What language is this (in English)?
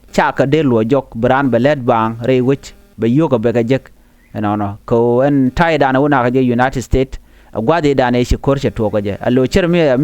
Nuer